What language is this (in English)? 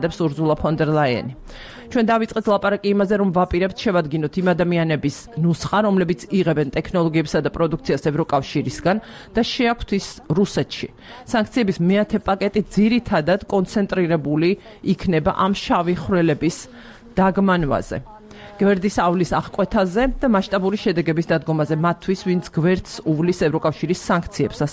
Georgian